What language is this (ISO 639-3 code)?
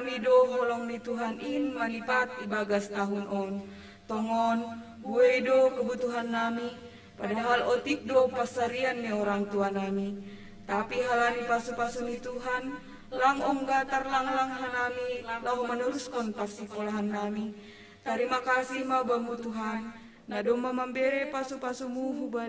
bts